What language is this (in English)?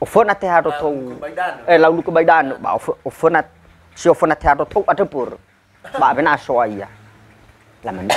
Nias